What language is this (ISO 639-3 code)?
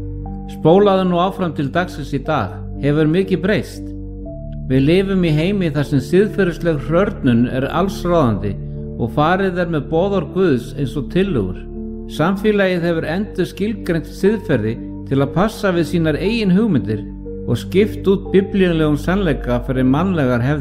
isl